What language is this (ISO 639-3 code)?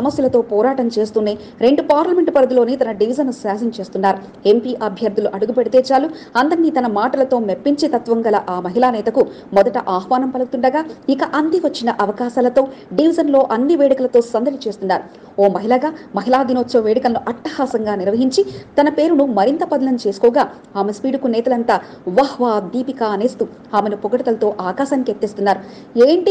tel